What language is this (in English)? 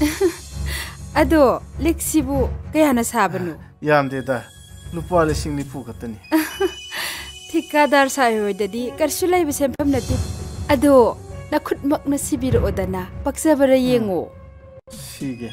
Manipuri